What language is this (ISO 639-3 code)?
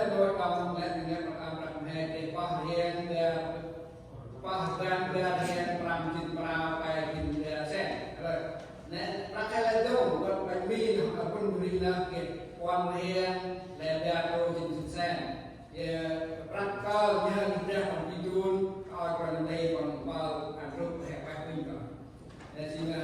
cmo